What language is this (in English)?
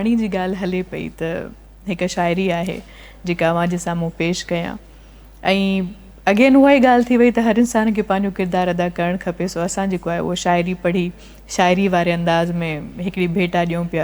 Sindhi